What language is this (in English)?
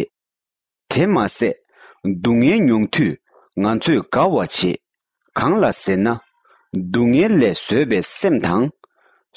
Tibetan